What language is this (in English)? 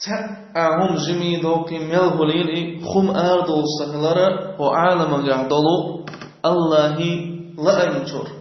Chechen